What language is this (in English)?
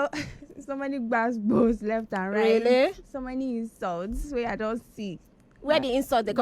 Nigerian Pidgin